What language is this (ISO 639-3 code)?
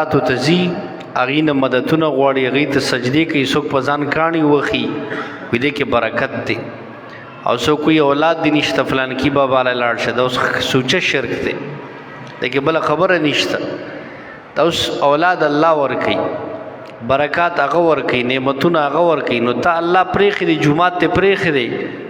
pus